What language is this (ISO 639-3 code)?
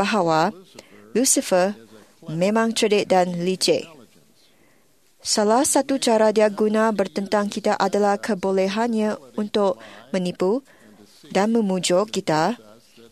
msa